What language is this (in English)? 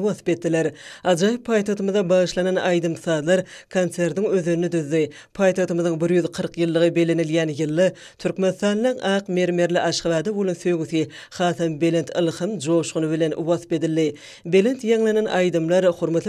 Turkmen